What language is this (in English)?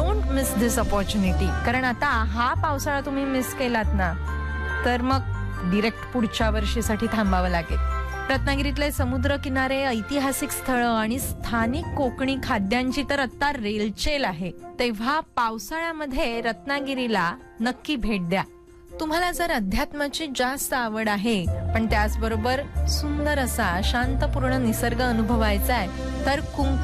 Marathi